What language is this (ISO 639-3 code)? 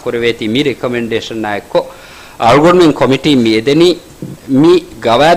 div